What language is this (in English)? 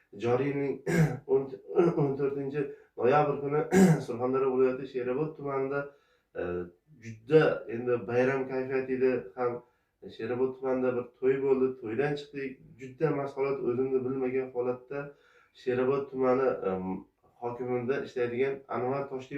Uzbek